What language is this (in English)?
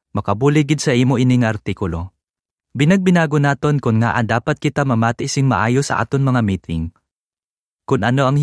Hiligaynon